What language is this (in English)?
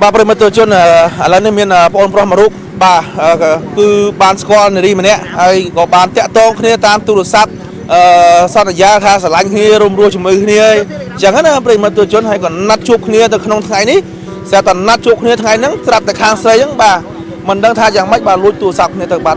Khmer